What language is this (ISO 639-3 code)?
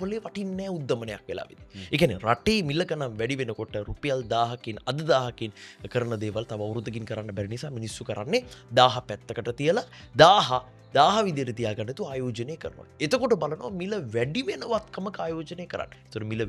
sin